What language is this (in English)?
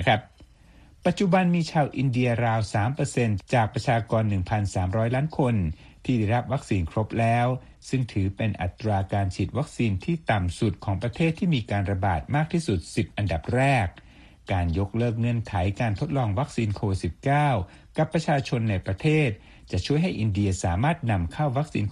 Thai